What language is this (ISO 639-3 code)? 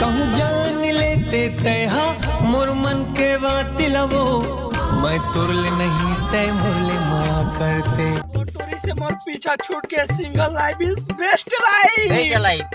hne